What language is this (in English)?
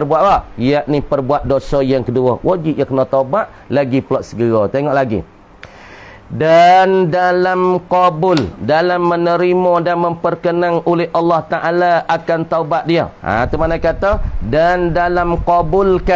Malay